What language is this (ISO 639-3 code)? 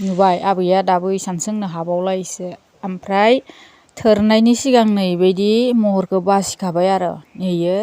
brx